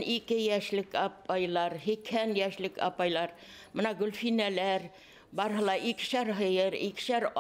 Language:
Bashkir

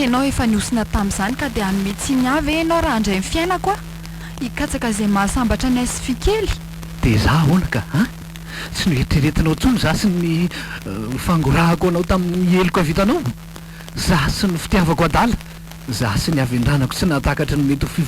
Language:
Malagasy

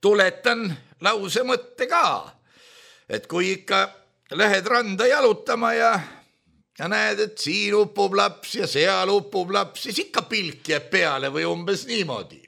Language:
Estonian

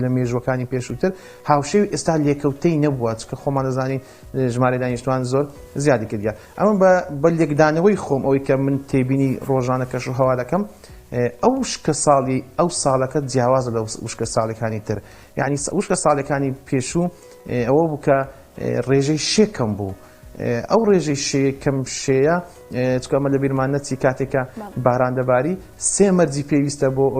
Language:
Central Kurdish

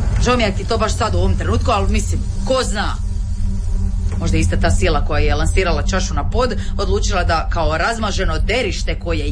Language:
Croatian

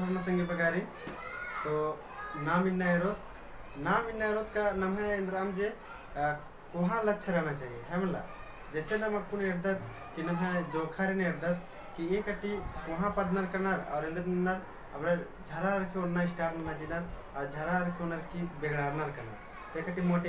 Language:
Kurukh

